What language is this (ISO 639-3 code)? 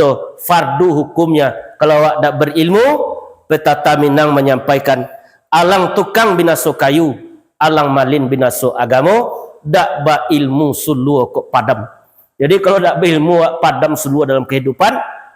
min